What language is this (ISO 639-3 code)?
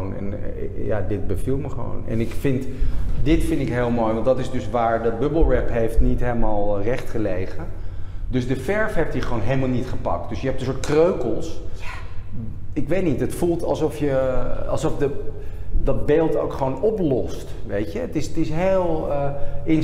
nld